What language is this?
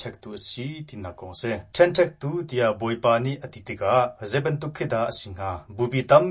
Hakha Chin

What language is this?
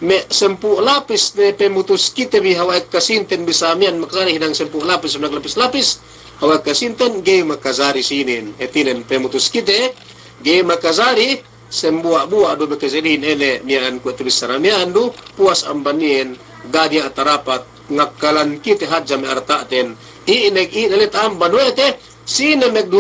Yakan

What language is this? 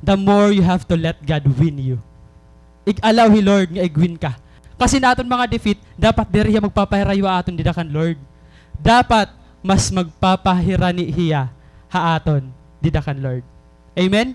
Waray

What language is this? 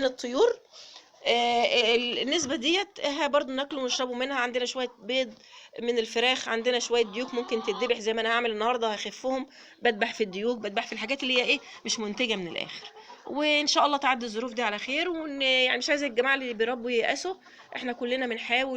Egyptian Arabic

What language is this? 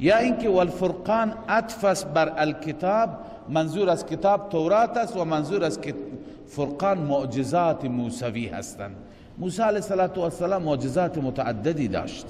Persian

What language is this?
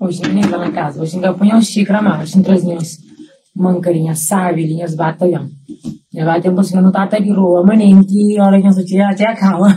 Kabuverdianu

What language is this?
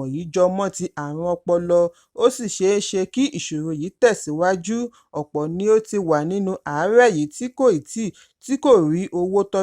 Yoruba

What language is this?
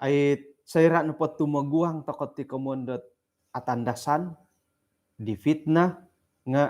Central Dusun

